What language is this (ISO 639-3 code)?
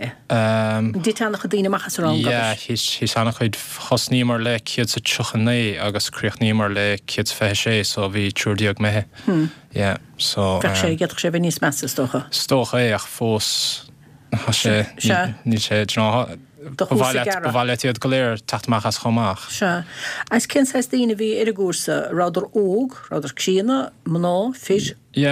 gle